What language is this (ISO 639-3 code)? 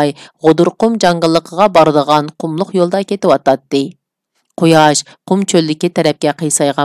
uig